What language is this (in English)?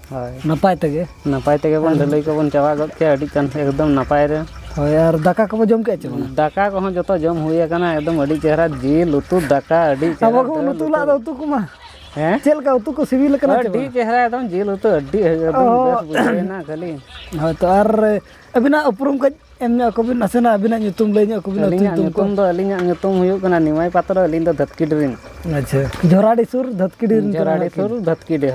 Santali